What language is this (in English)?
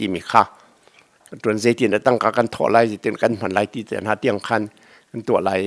Hakha Chin